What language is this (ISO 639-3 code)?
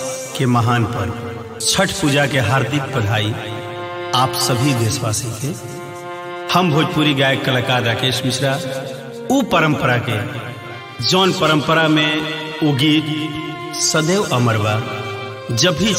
bho